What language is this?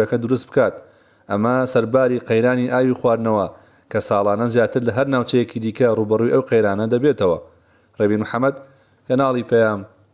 Central Kurdish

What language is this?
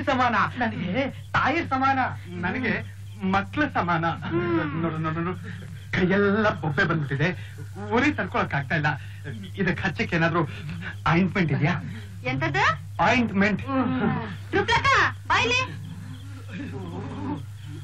Kannada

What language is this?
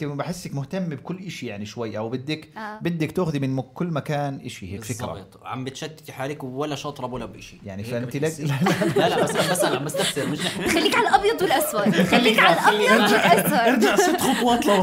North Levantine Arabic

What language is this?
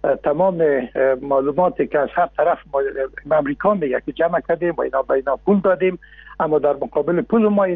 Persian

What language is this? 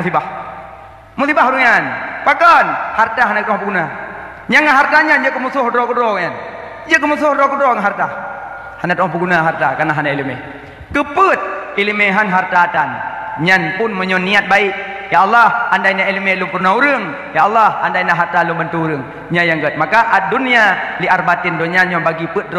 Achinese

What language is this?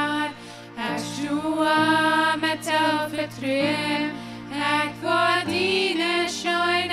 Plautdietsch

